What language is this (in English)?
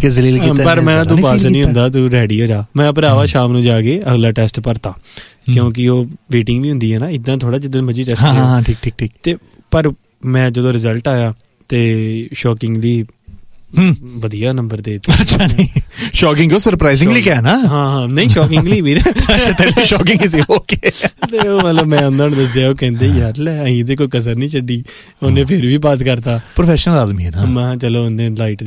Punjabi